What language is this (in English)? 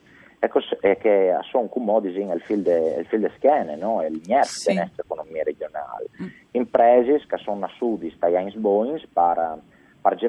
Friulian